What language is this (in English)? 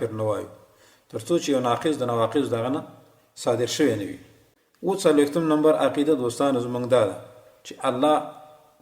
Pashto